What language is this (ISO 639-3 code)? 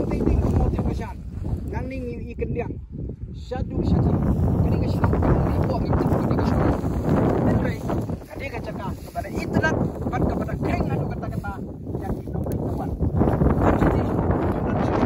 kha